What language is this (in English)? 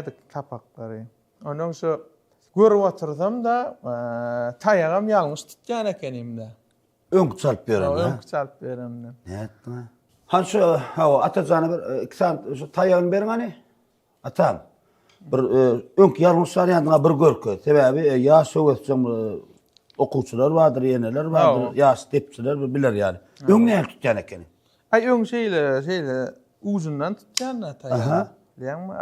Turkmen